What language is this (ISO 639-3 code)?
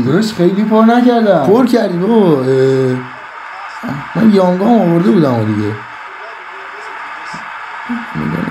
fas